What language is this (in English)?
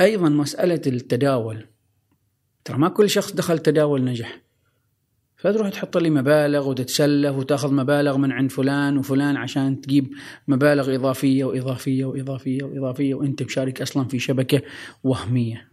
Gulf Arabic